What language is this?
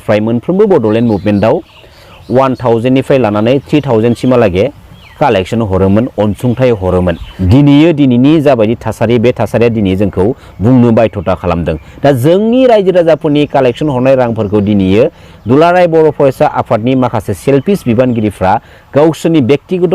Bodo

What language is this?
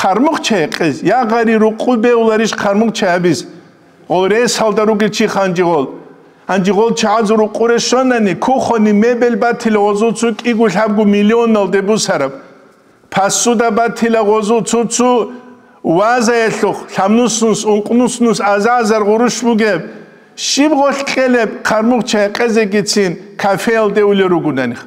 Avaric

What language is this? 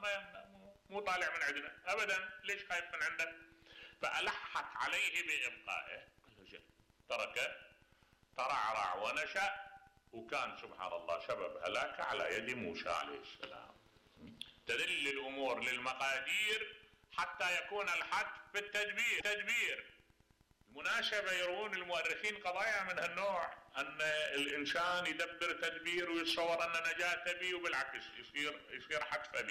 Mesopotamian Arabic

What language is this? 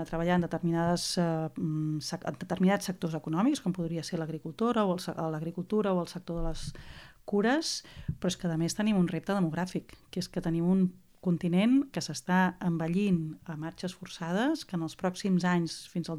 Catalan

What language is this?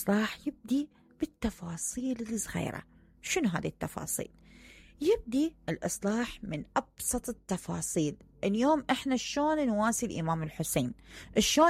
Mesopotamian Arabic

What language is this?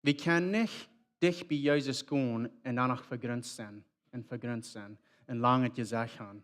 Plautdietsch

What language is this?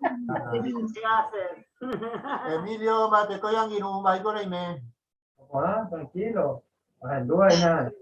Guarani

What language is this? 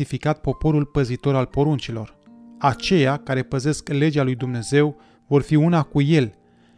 Romanian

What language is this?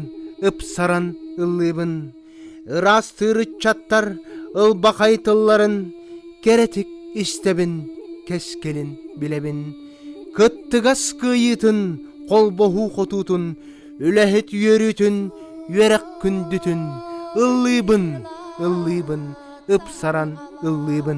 Yakut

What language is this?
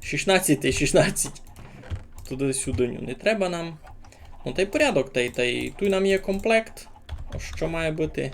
Rusyn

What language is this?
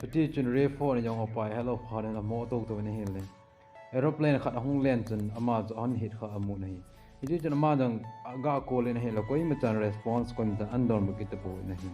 Thado Chin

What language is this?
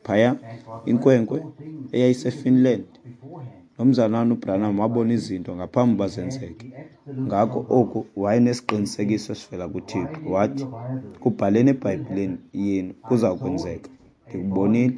Xhosa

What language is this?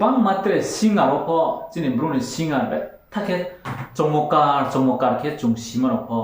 Riang (India)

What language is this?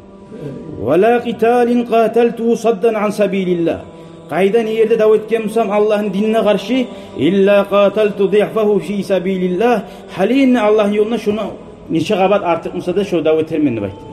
Kumyk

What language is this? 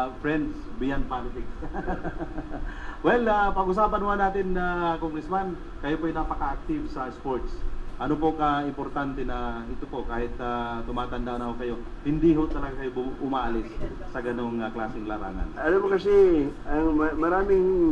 Filipino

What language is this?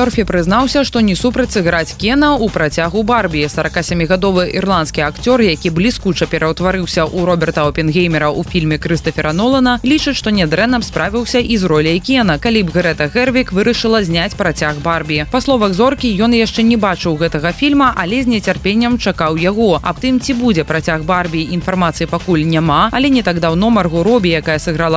Belarusian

